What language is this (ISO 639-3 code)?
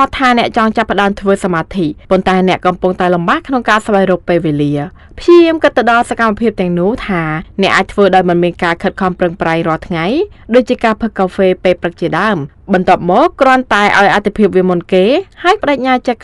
khm